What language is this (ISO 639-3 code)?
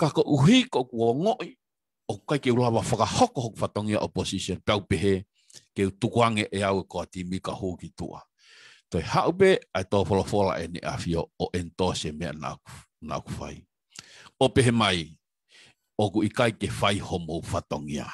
ton